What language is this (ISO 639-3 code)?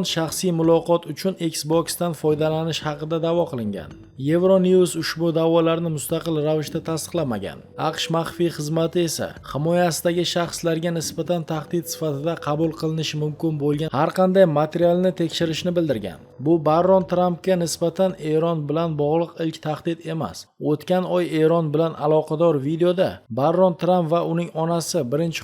uzb